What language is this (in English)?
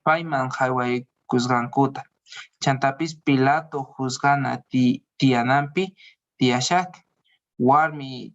Quechua